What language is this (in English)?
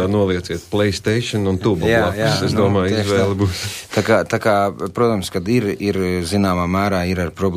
Latvian